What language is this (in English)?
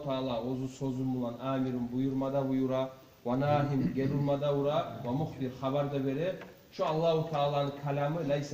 Kumyk